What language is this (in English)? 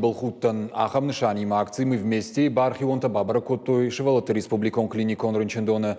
Ossetic